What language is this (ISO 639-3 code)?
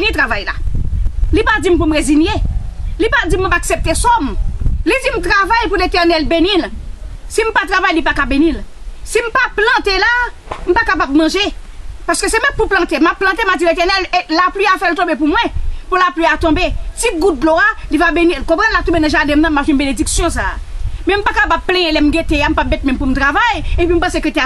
hat